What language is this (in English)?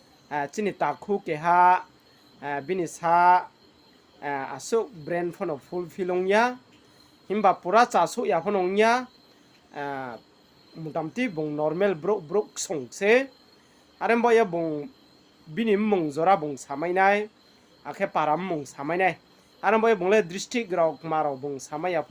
Riang (India)